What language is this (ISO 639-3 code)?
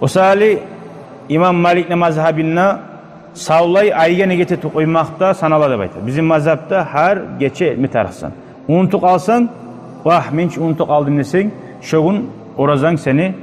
kum